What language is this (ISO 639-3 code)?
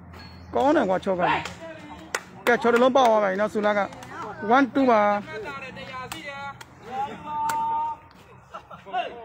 mya